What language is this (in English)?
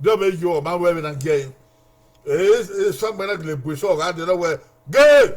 Bini